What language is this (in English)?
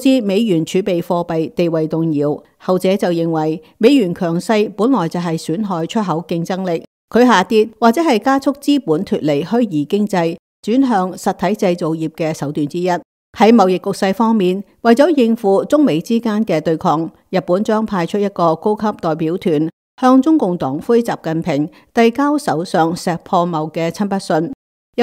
Cantonese